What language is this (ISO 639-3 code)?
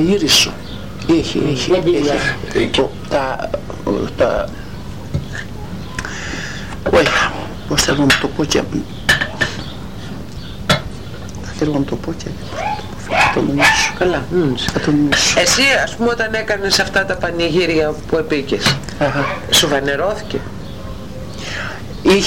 ell